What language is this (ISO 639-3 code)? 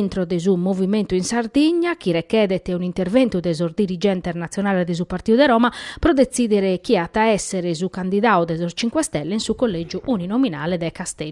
srd